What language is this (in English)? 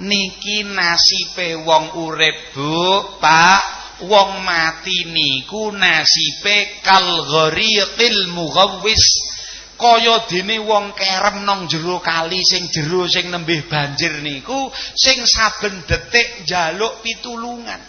Javanese